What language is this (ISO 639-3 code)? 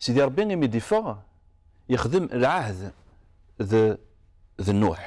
kab